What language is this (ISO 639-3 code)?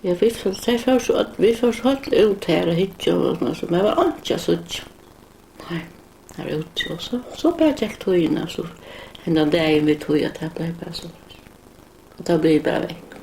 fao